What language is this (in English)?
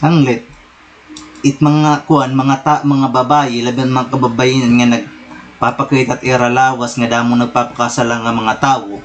Waray